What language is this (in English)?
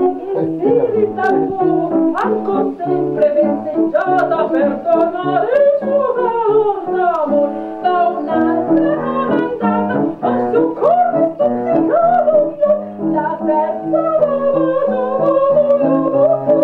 Italian